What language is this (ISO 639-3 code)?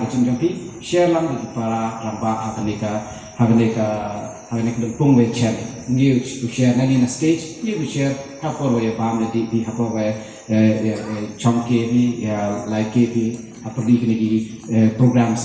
kha